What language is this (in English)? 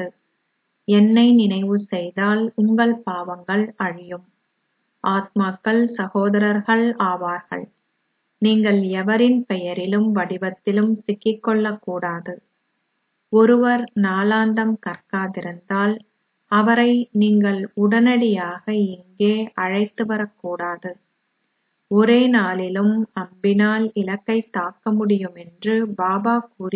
Tamil